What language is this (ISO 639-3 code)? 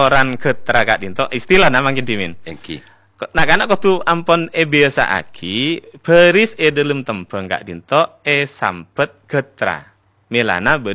mad